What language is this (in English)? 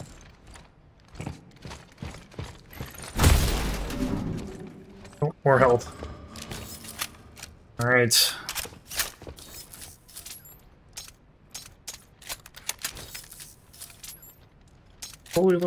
English